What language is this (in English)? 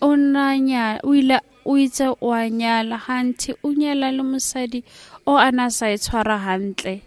Tswana